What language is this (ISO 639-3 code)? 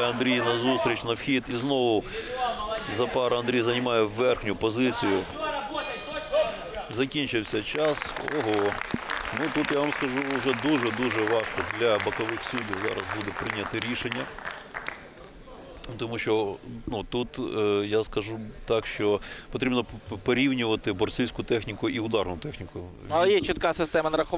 ukr